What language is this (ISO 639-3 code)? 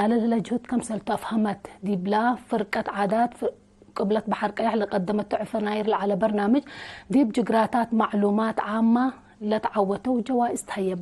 tig